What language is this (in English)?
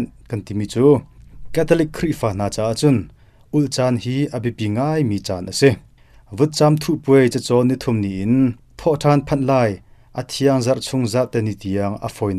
Hakha Chin